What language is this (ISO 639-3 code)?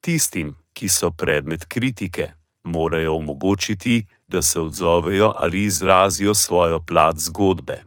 slv